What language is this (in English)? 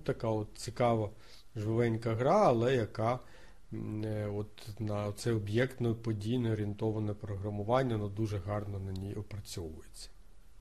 Ukrainian